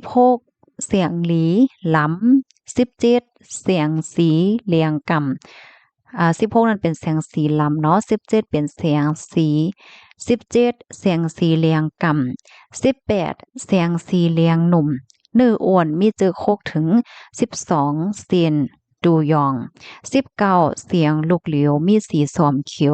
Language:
Shan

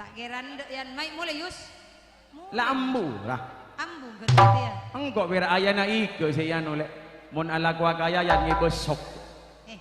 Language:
Madurese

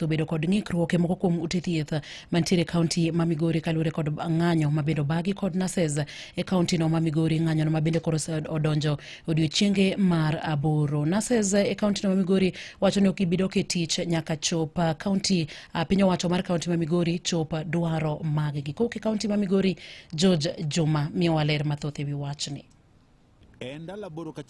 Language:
Luo (Kenya and Tanzania)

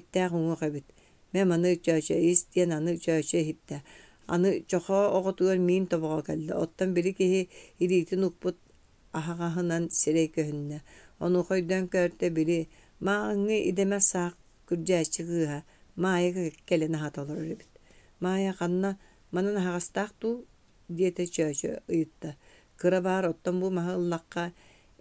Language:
Yakut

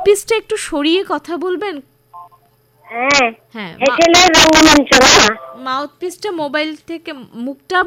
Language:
Bangla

